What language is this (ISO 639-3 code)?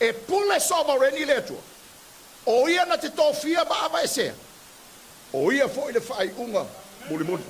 smo